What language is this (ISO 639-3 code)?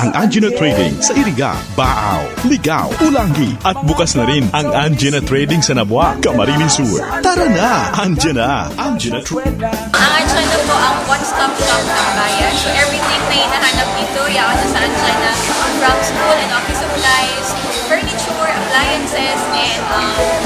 bik